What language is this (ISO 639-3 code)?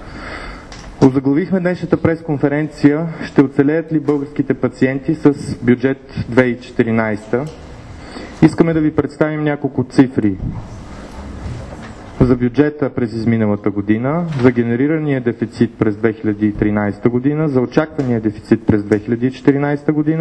bul